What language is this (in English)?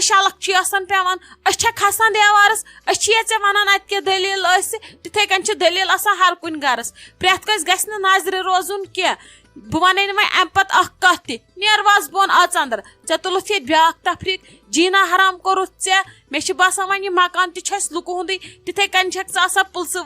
Kashmiri